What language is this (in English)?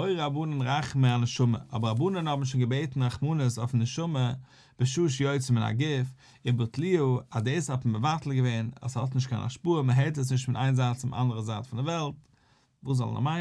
Yiddish